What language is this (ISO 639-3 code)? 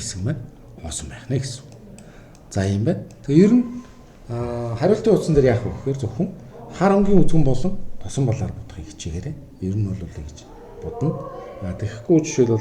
mon